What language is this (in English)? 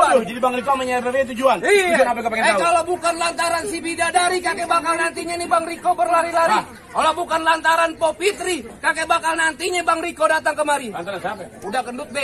Betawi